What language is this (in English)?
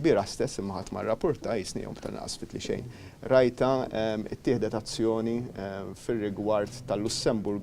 Maltese